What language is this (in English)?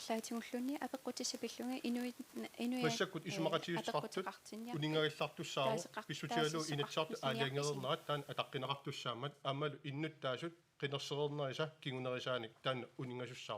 Kalaallisut